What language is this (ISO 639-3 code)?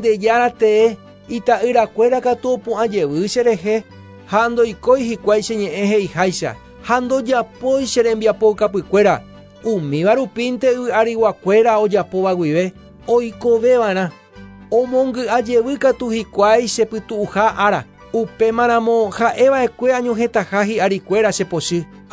grn